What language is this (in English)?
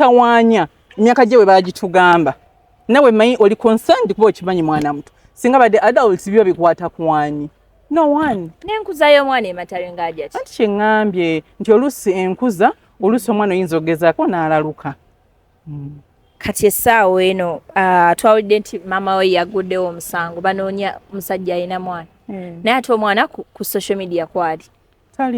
Ganda